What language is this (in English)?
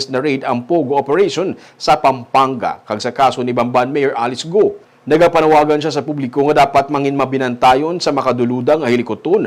Hiligaynon